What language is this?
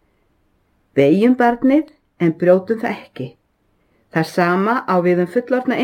Icelandic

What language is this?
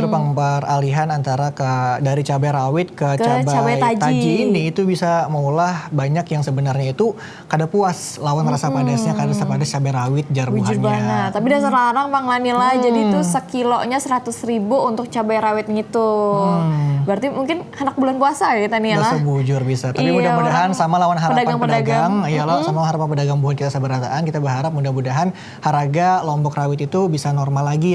Banjar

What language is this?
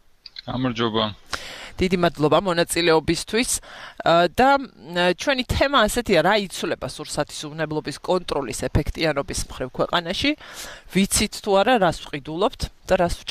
Georgian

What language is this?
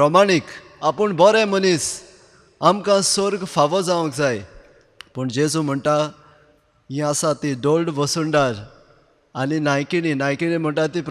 Konkani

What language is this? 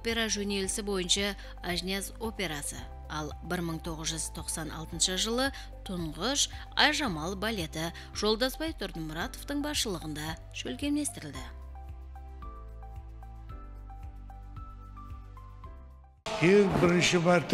Kara-Kalpak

